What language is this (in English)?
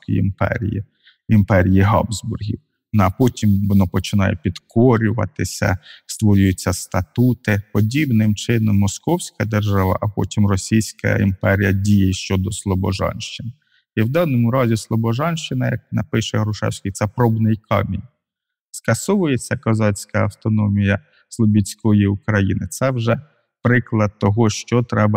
Ukrainian